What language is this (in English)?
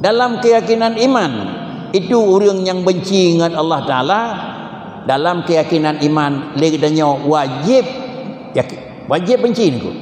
Achinese